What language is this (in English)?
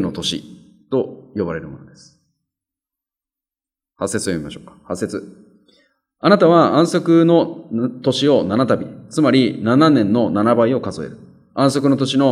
Japanese